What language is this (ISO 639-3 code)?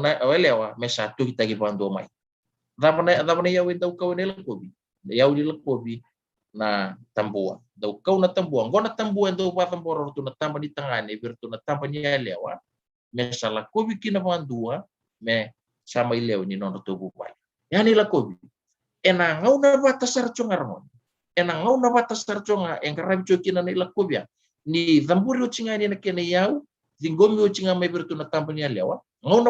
fij